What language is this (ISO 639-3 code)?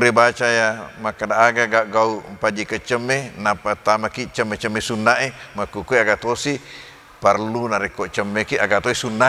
bug